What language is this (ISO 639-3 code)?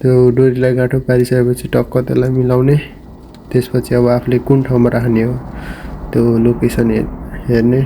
nep